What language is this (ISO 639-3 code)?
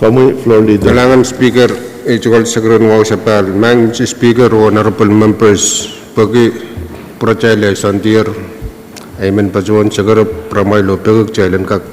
pon